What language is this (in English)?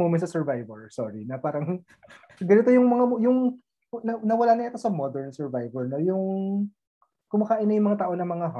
Filipino